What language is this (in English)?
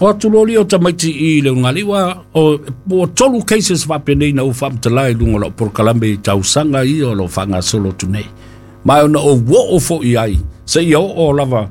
Samoan